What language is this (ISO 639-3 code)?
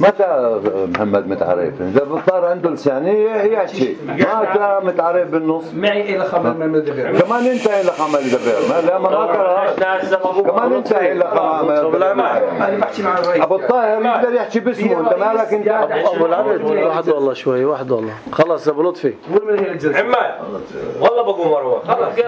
apc